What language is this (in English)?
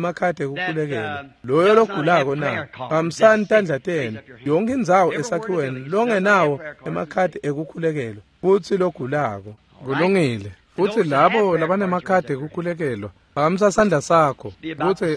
Swati